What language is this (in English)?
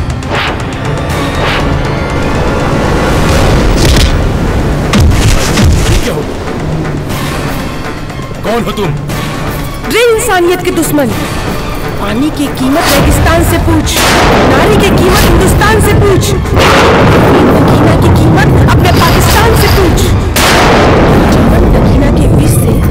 Bhojpuri